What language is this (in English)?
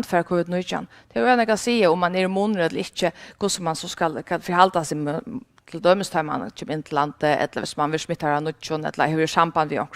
Faroese